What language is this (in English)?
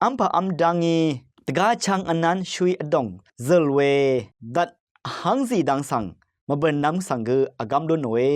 Rawang